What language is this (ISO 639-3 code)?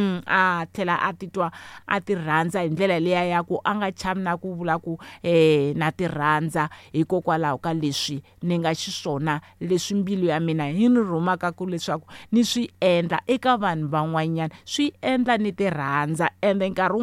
tso